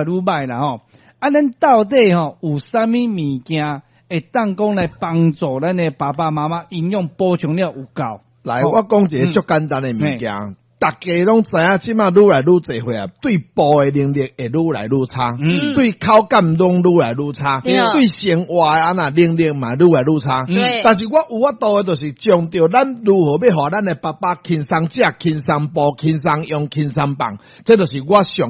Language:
Min Nan Chinese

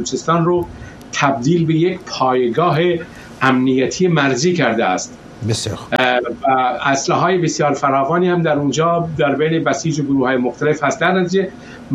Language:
Persian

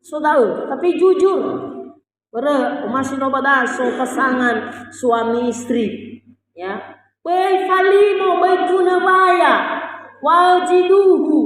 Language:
Nias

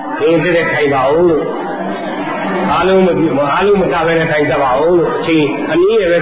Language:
Burmese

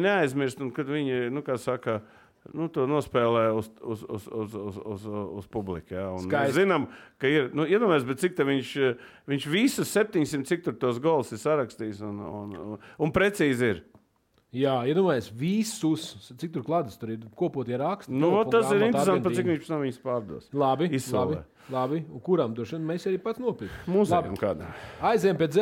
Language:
Latvian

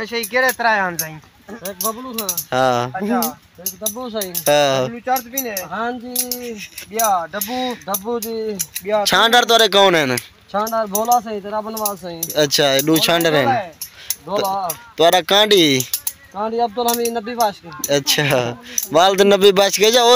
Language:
Saraiki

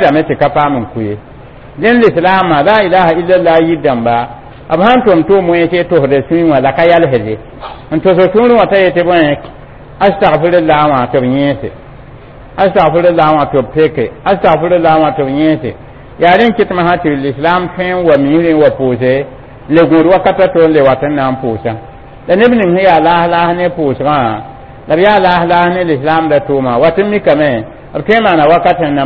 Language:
Mossi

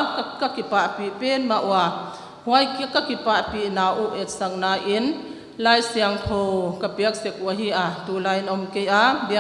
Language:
Paite Chin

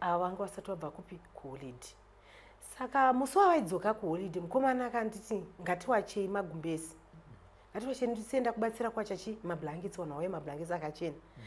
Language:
Shona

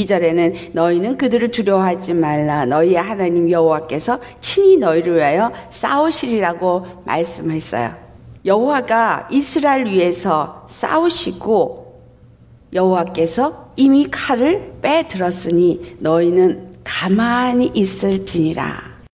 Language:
Korean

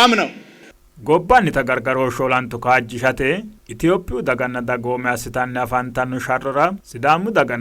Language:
Sidamo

